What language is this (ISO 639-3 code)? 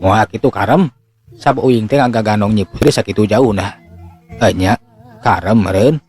sun